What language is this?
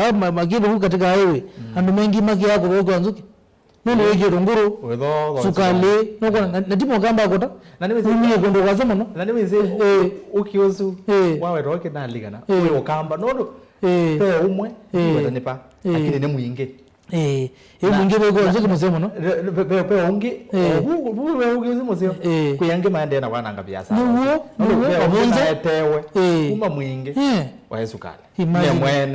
Kamba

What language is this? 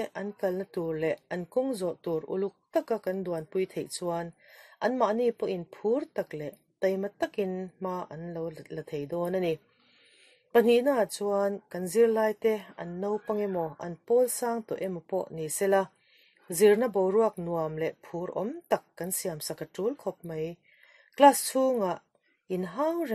Mizo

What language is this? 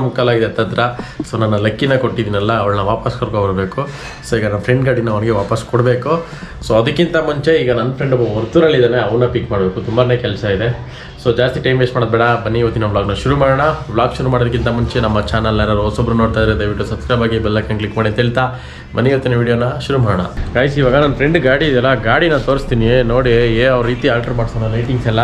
Kannada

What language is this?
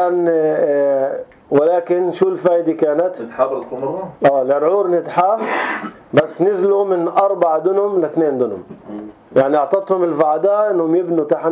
North Levantine Arabic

